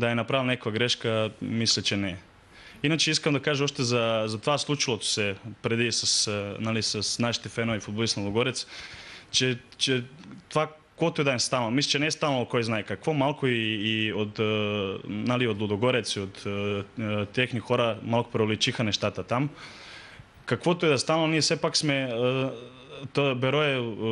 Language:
Bulgarian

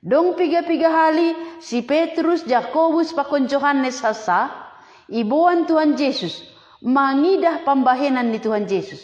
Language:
Batak Simalungun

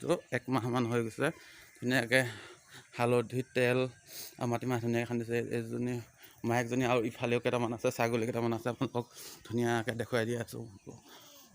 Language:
Assamese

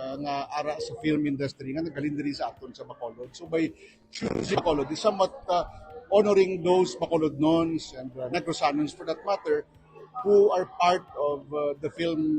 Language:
Hiligaynon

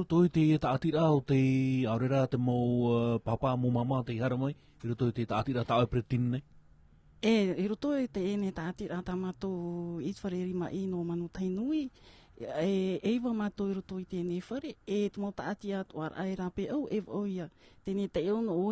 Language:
Tahitian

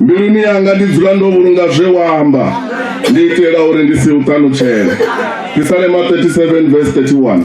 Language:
Venda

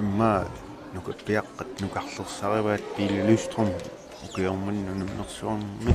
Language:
Kalaallisut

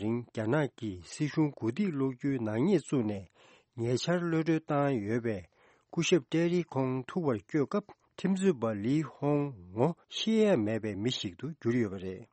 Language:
Tibetan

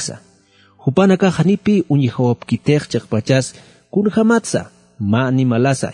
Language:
Aymara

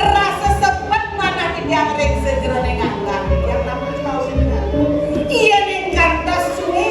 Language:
Balinese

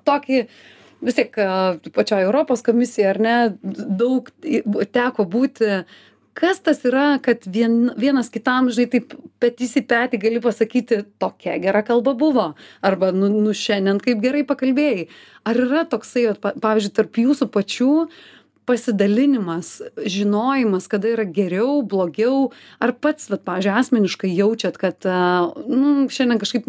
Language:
Lithuanian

